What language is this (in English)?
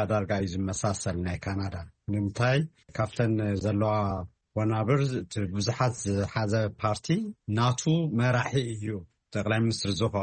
Tigrinya